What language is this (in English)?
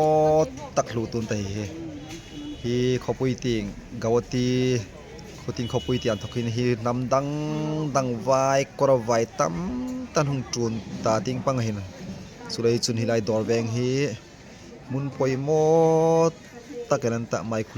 Hmar